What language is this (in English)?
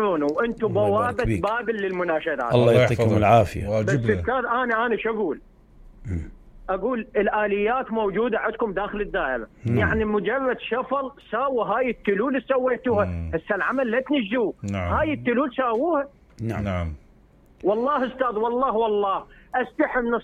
Mesopotamian Arabic